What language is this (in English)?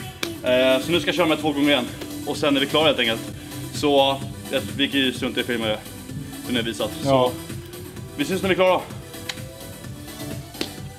Swedish